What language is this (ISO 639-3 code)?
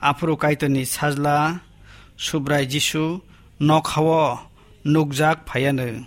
trp